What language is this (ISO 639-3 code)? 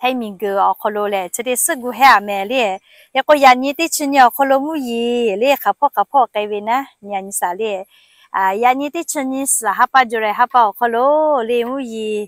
lhu